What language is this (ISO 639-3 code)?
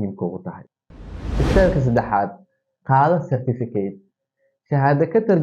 som